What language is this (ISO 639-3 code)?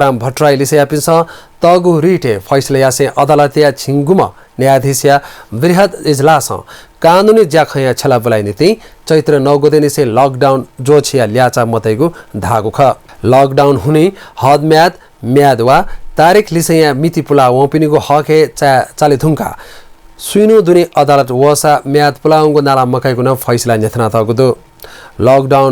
new